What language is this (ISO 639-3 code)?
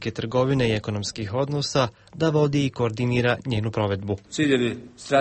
bos